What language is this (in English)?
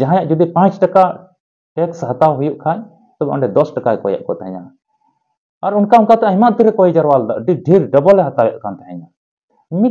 Santali